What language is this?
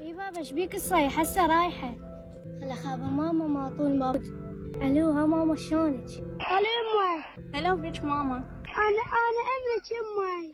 Mesopotamian Arabic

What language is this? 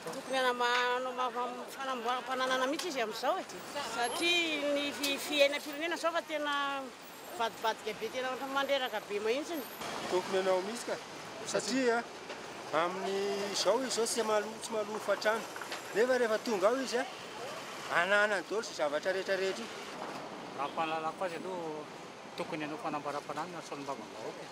Malagasy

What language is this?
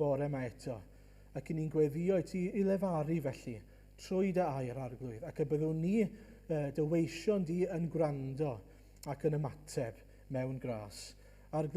Welsh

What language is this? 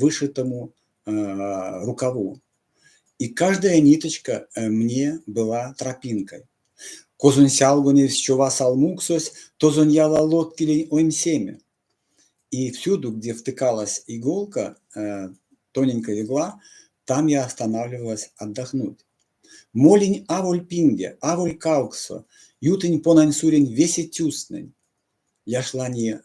Erzya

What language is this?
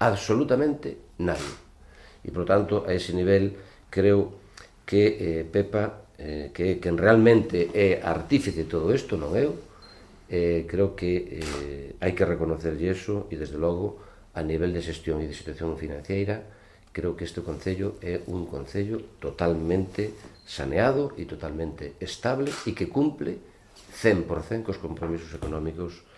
Galician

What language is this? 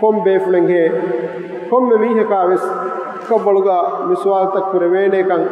Divehi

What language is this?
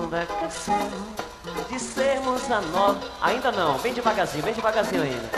Portuguese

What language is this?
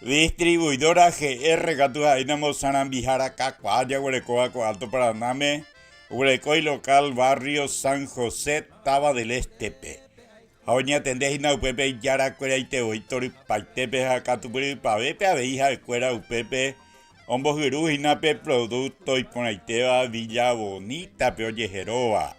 Guarani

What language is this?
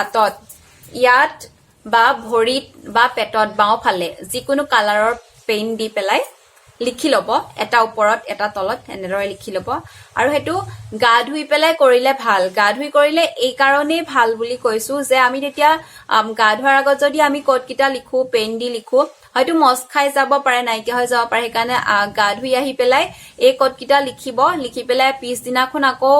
Assamese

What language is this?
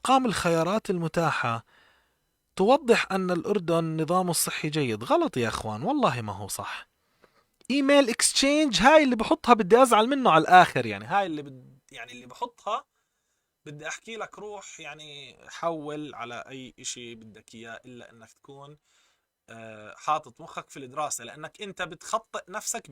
North Levantine Arabic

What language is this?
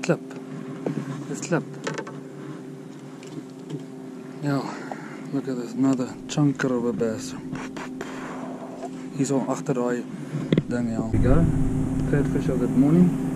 Afrikaans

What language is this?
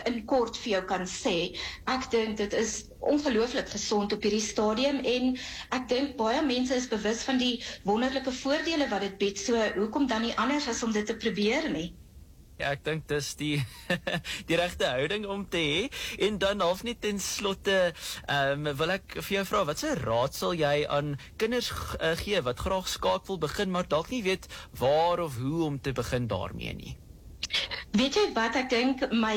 Afrikaans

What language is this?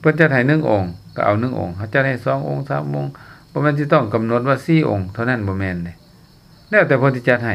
Lao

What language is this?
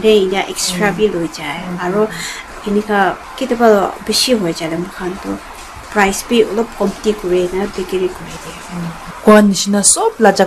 Naga Pidgin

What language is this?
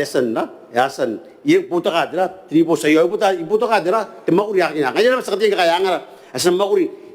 Gilbertese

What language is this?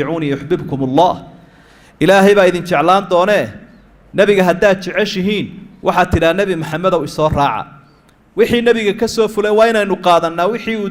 Somali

